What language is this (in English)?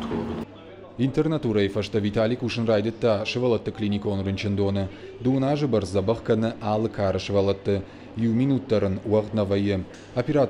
Ossetic